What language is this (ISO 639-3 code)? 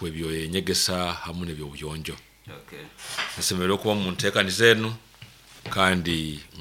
nyo